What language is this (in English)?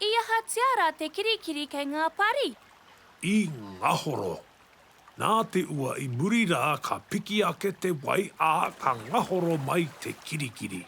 Māori